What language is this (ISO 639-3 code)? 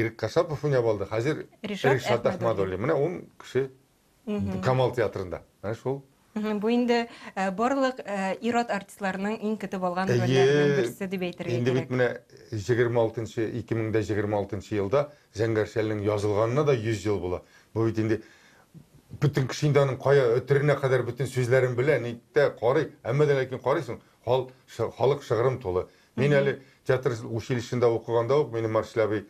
tat